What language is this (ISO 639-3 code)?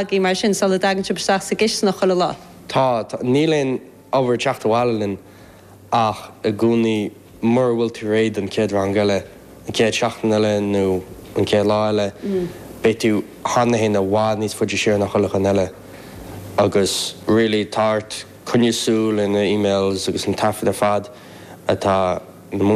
gle